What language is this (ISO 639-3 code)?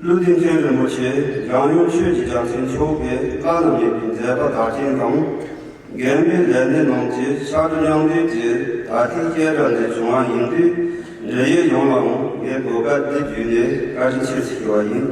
bod